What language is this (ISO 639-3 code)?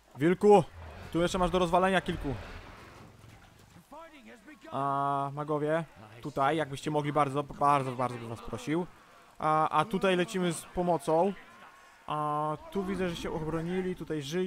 pol